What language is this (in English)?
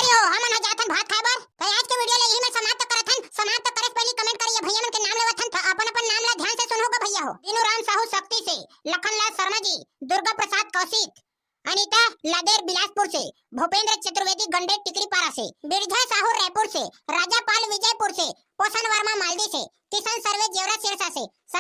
Chhattisgarhi